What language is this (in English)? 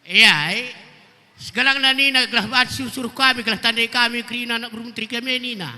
Batak Karo